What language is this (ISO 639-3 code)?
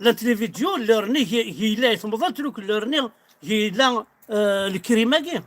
kab